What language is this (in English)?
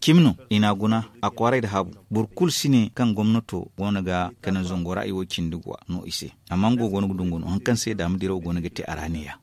Zarma